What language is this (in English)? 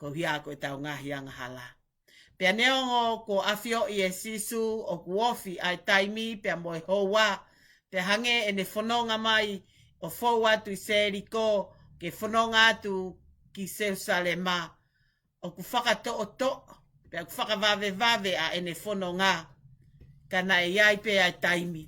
Tongan